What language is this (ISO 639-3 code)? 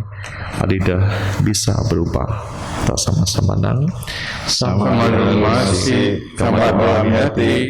bth